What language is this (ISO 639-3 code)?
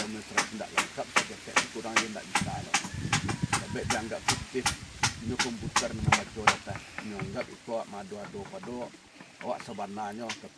min